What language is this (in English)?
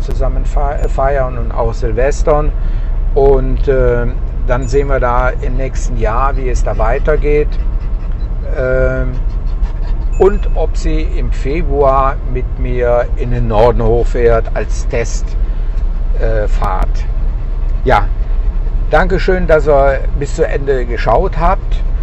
German